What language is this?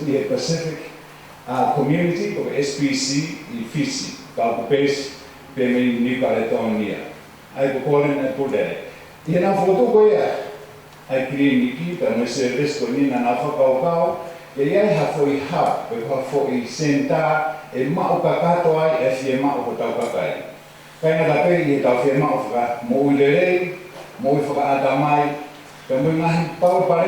Tongan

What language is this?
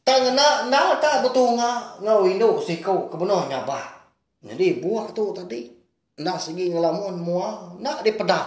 Iban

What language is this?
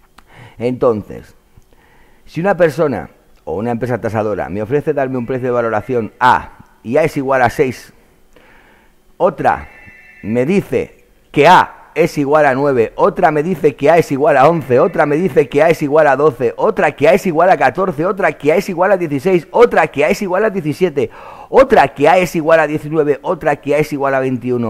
Spanish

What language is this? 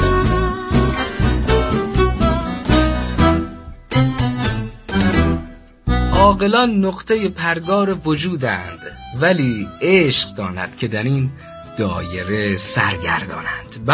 Persian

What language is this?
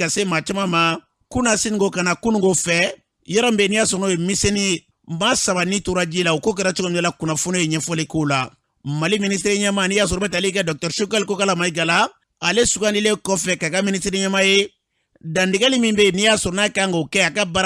Bambara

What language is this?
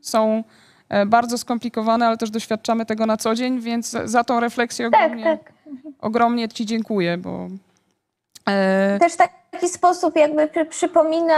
Polish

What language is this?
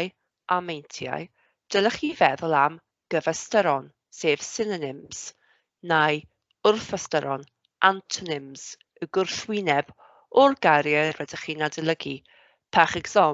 Welsh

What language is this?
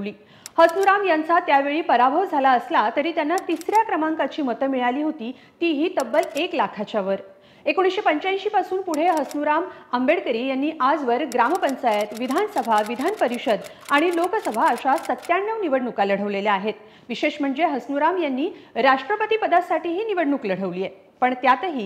Marathi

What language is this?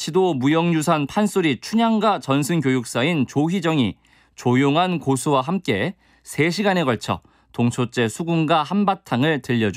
Korean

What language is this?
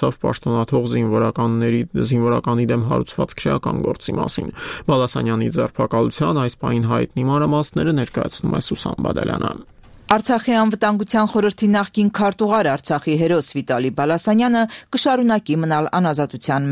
Armenian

